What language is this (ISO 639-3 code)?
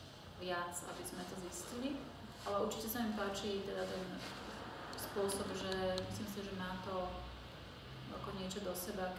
slk